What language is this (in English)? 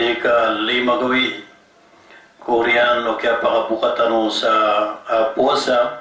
Maranao